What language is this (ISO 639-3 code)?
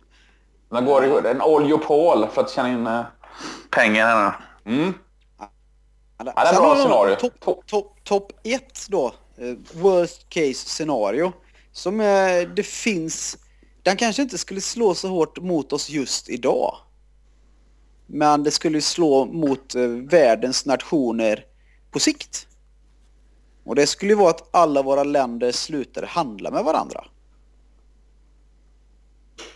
swe